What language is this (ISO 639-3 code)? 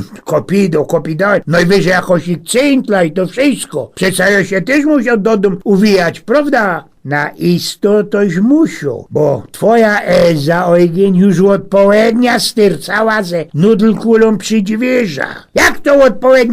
szl